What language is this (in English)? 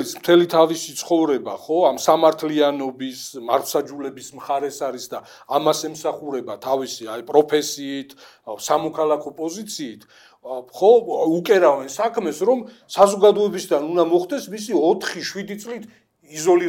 Georgian